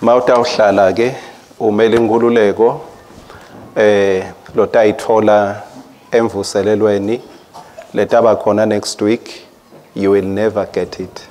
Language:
Swati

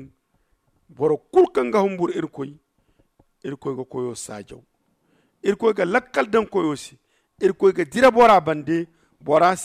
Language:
Zarma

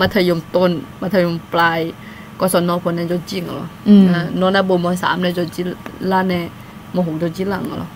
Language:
Akha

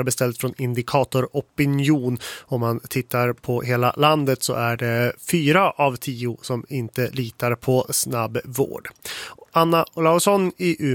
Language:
Swedish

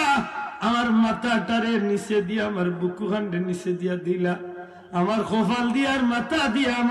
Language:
Sylheti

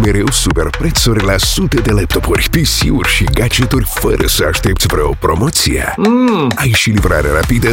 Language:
Romanian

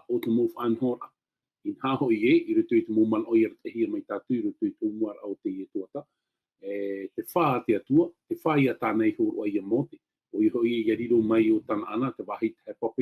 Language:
Tahitian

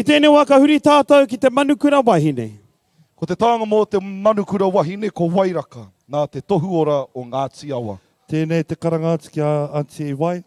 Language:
Māori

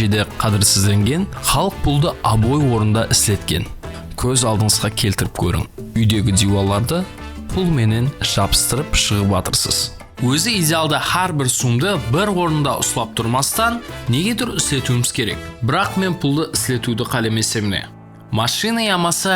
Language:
Kara-Kalpak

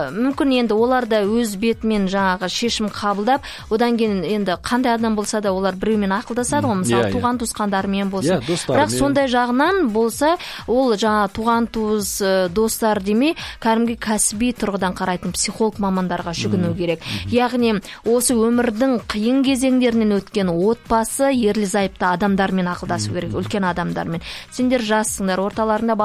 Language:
Kazakh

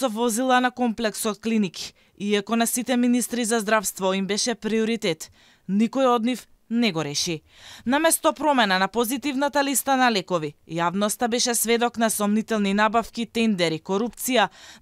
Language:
Macedonian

